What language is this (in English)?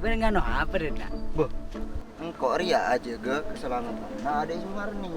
Madurese